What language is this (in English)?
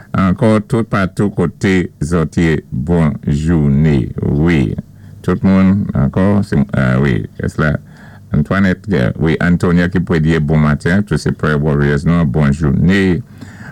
Saint Lucian Creole French